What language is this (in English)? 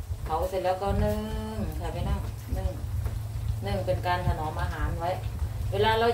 Thai